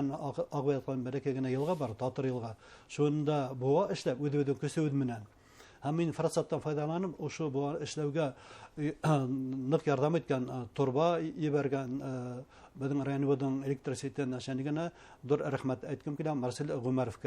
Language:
Bashkir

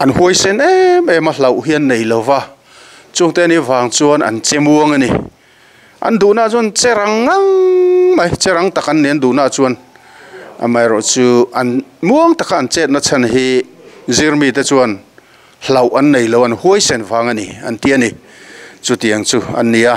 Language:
Mizo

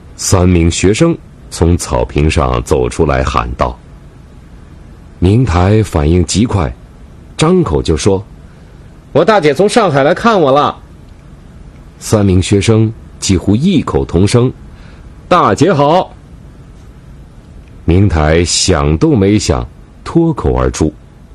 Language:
Chinese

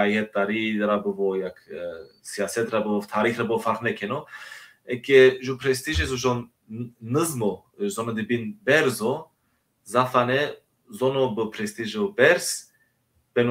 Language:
Zaza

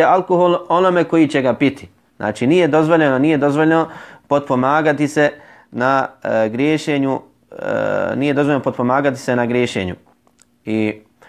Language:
Bosnian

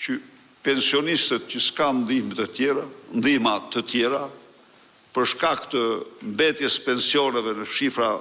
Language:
Albanian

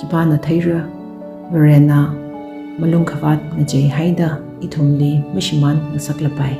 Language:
Tangkhul Naga (India)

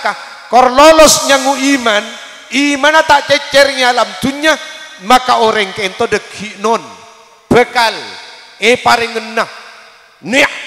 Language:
Madurese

